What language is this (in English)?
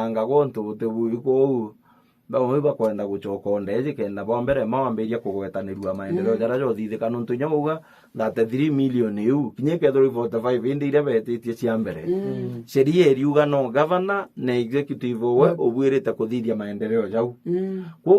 Meru